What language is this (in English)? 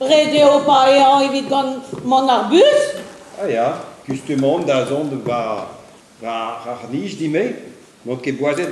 Breton